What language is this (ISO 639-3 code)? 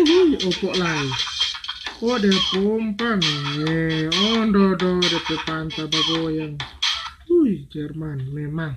xmm